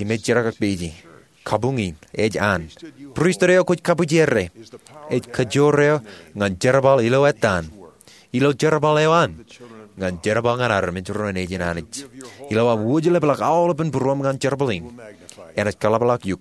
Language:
Marshallese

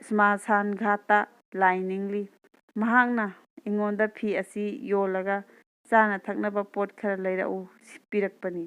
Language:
Manipuri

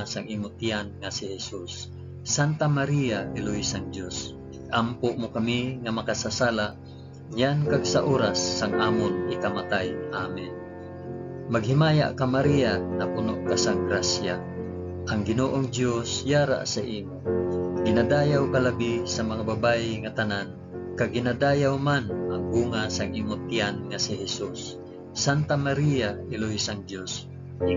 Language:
Hiligaynon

